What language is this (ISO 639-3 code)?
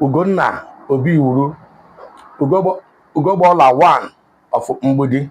ibo